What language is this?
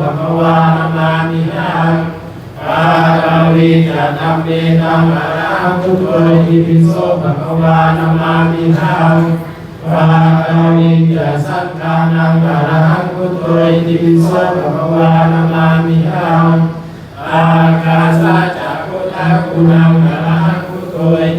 Pali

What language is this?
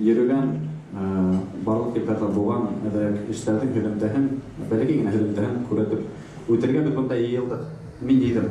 Bashkir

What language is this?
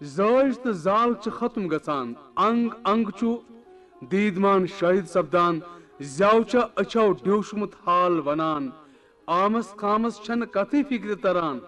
Kashmiri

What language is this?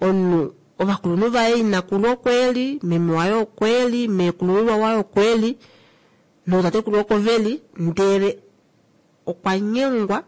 Kuanyama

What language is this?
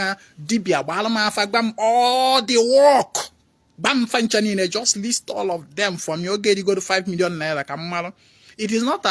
Igbo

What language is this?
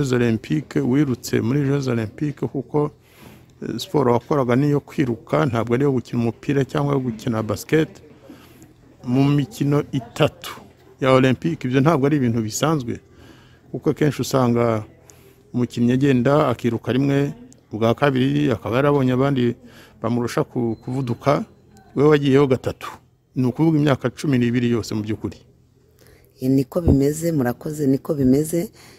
Kinyarwanda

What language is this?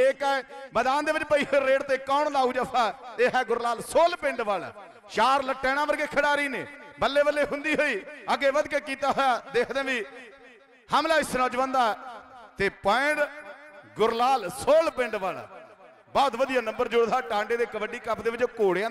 Punjabi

